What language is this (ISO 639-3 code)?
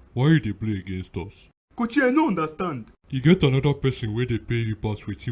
pcm